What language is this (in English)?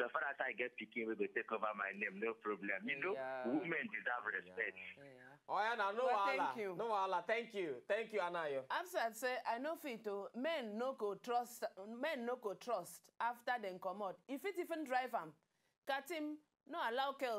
Nigerian Pidgin